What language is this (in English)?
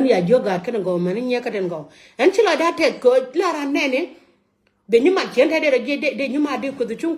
Nuer